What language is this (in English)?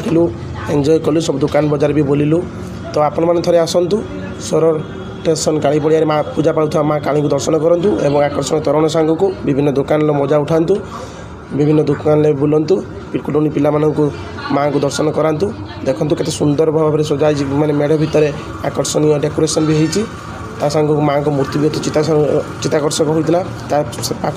Odia